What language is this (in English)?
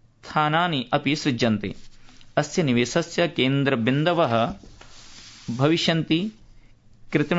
Sanskrit